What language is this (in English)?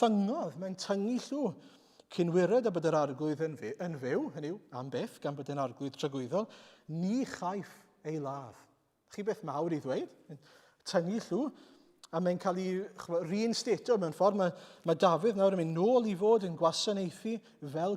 Welsh